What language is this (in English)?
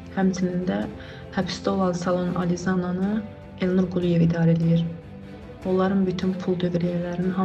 Azerbaijani